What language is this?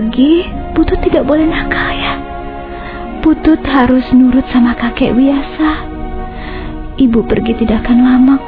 Indonesian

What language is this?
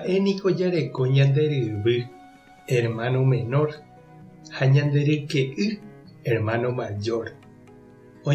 Guarani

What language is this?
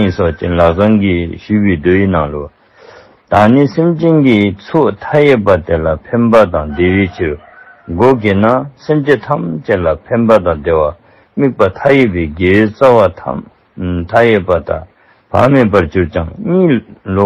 Dzongkha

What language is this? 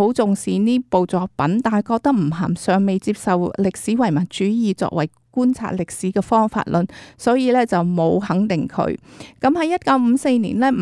Cantonese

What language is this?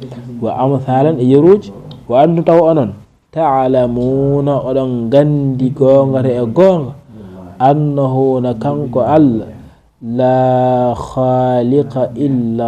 Fula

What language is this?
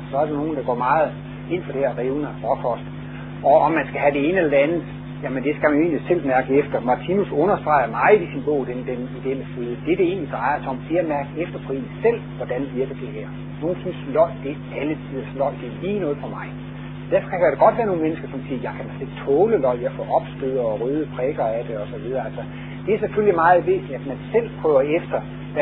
Danish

